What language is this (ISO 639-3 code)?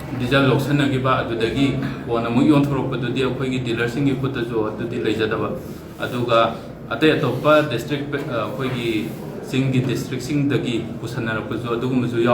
mni